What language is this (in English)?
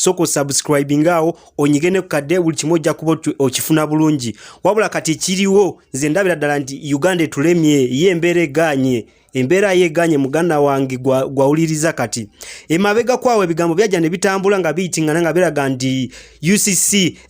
Ganda